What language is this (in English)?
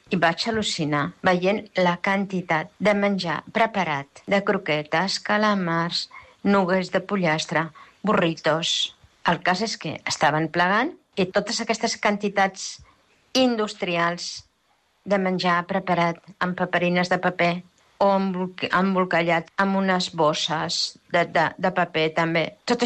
Catalan